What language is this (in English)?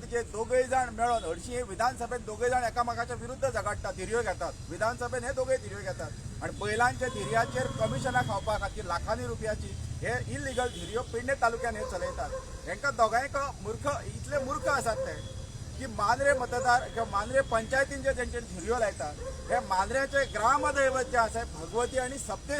Konkani